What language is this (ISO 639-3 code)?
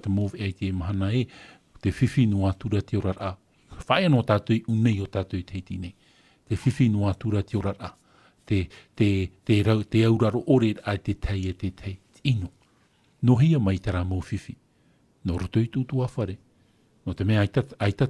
tah